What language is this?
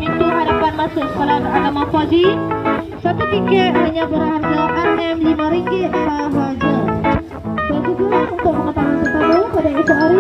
Malay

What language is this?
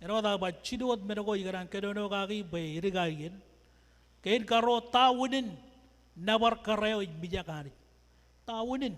Marshallese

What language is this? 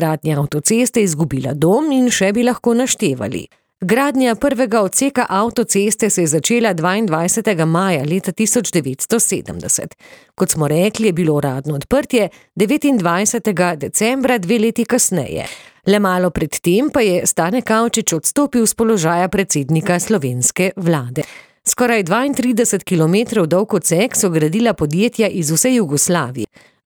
Slovenian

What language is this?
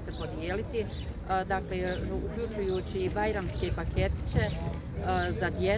Bosnian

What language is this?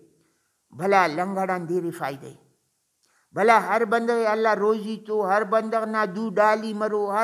Brahui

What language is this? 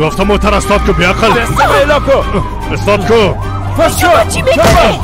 Persian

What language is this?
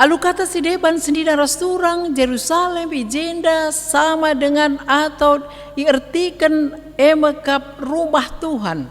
Batak Karo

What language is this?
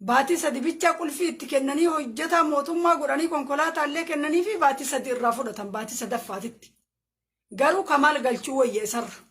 Oromo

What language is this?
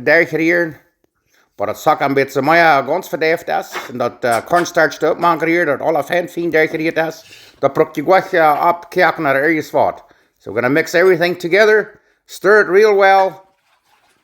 Plautdietsch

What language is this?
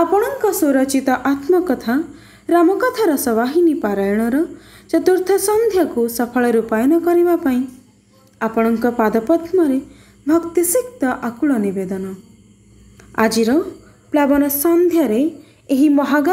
Odia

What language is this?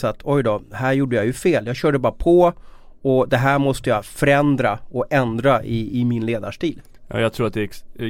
Swedish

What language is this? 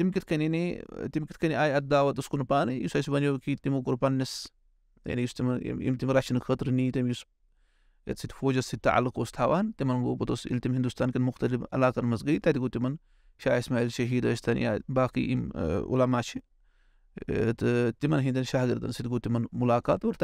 Kashmiri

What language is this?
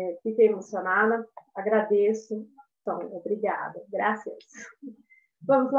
Portuguese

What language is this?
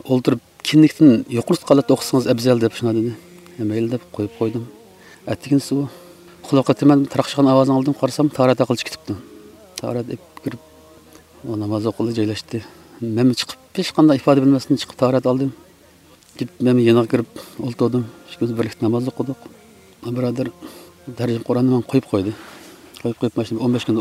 Uyghur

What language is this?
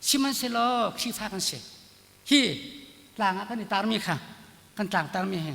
Hakha Chin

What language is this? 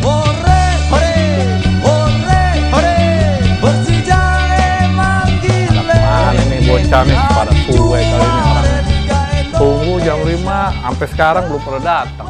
Betawi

